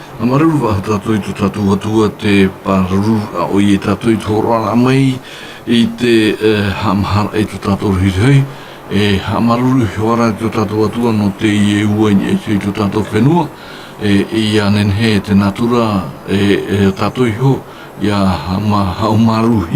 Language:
Tahitian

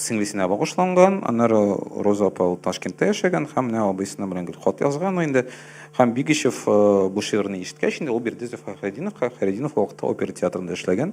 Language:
Tatar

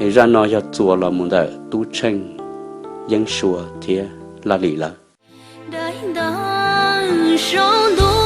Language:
Hmong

